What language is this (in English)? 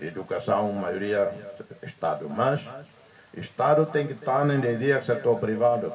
Tetum